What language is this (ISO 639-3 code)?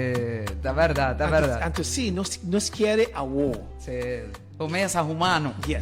pap